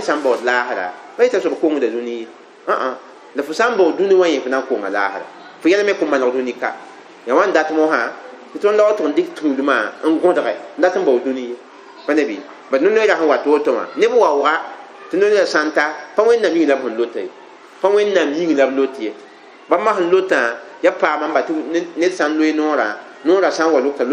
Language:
Mossi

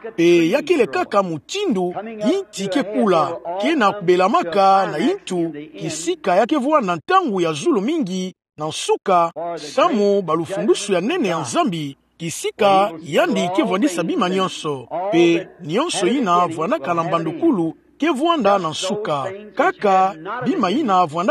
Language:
Kituba (Democratic Republic of Congo)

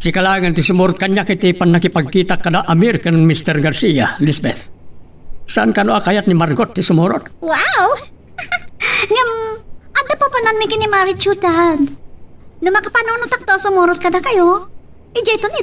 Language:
Iloko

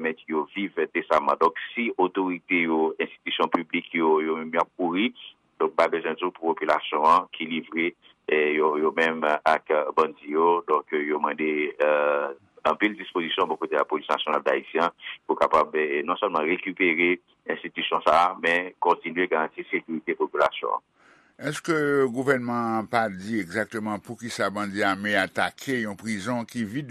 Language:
Haitian Creole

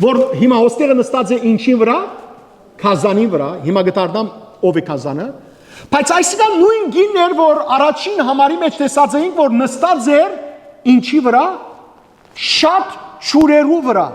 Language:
Western Armenian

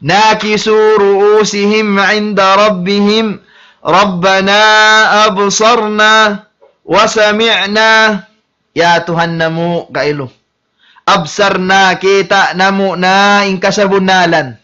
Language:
Tausug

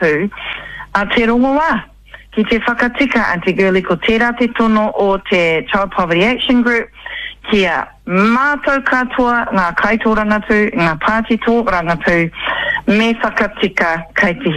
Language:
Māori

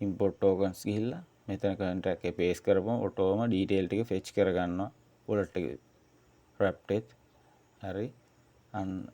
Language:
Sinhala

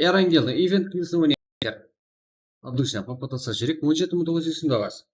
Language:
Kara-Kalpak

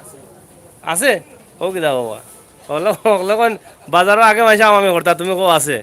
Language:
Sylheti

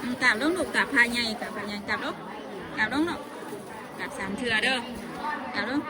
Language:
Northeastern Thai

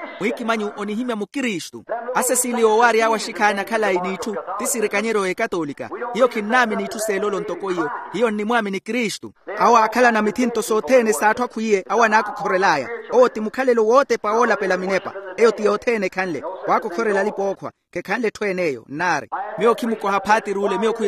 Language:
Makhuwa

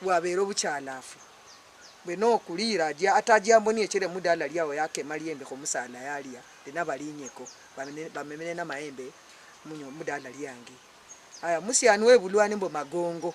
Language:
Luyia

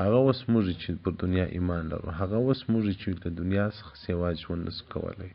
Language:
Pashto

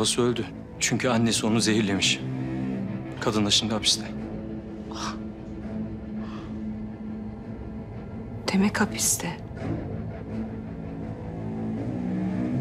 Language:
Turkish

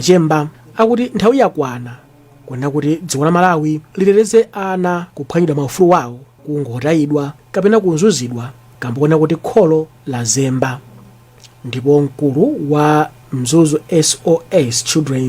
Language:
Nyanja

